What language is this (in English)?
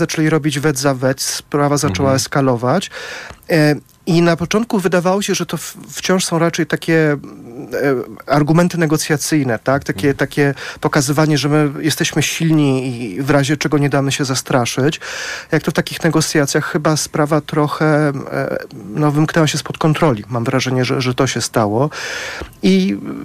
Polish